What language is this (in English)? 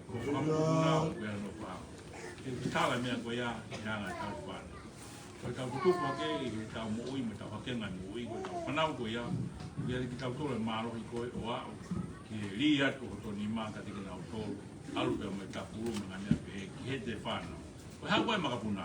Tongan